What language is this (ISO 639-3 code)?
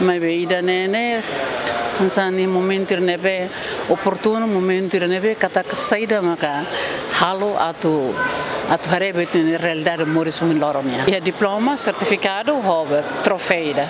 tet